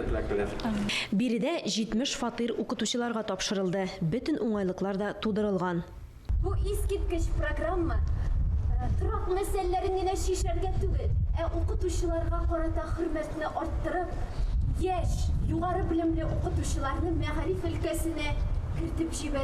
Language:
Tatar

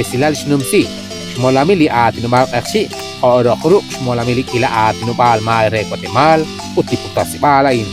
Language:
Kekchí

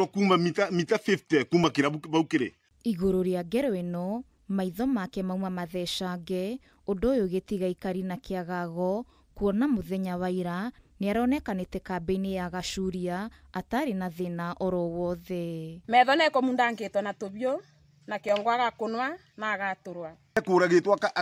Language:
Kikuyu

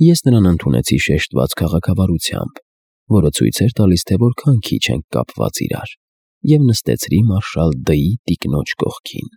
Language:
Armenian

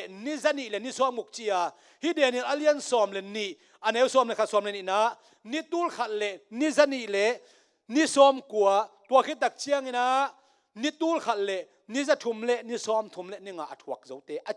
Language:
Tedim Chin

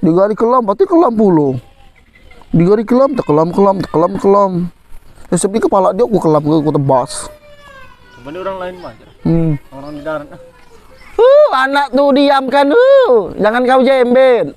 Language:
Musi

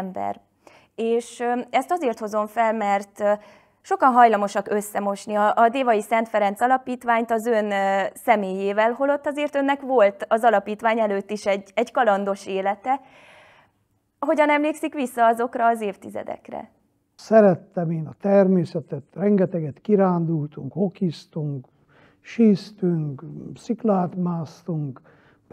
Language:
Hungarian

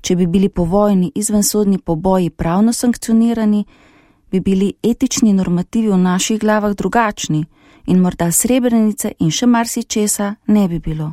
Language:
Slovenian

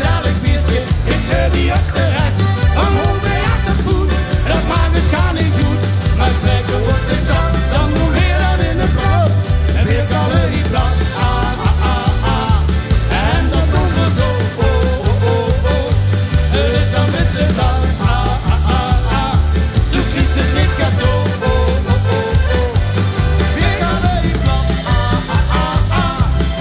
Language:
Limburgish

